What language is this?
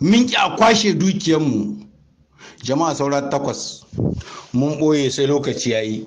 Hausa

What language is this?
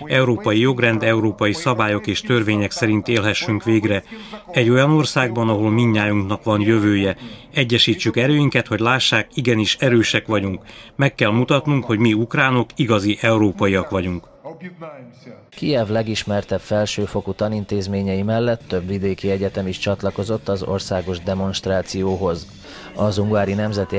Hungarian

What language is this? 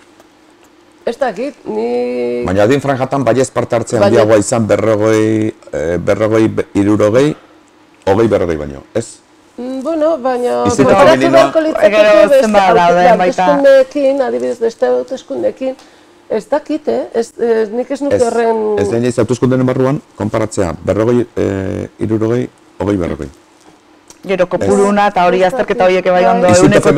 Basque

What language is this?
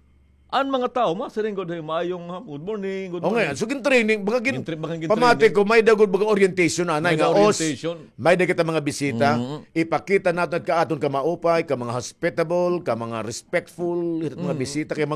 Waray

